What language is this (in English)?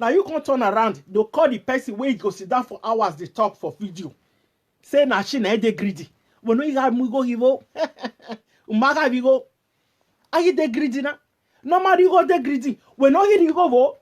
Nigerian Pidgin